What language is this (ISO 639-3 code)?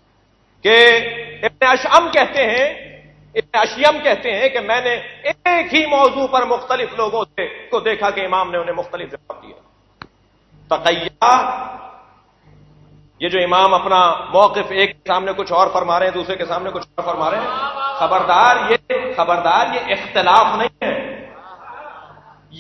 urd